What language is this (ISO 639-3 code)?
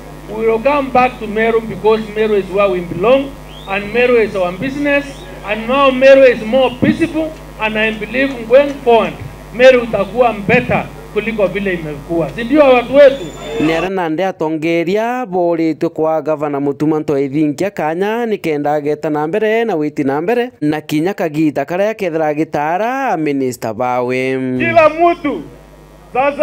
mer